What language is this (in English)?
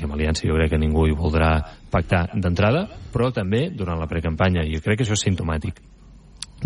Catalan